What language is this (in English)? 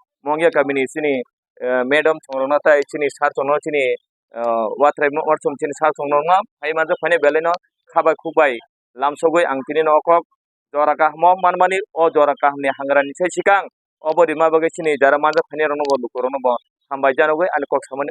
Kok Borok